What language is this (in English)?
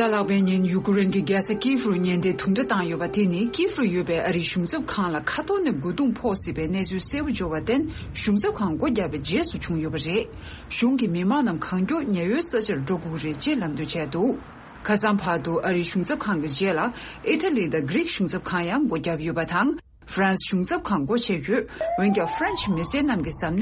Tibetan